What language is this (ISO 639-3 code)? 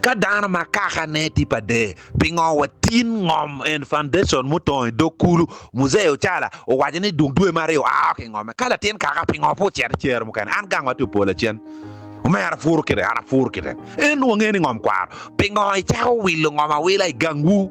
ach